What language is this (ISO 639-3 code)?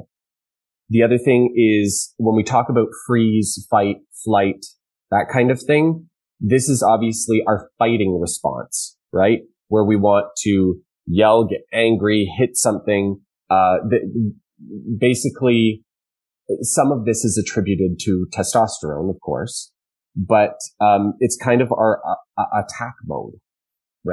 eng